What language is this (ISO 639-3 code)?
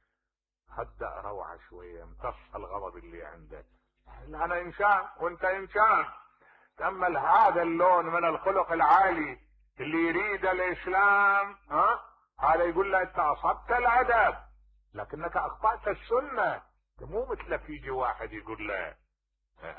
acm